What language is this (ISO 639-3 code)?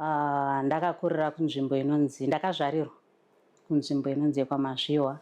sna